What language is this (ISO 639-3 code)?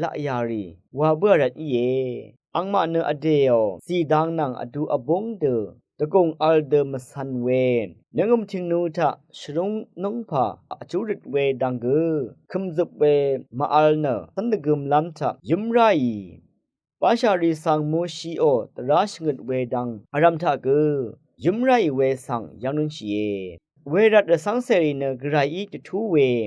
raw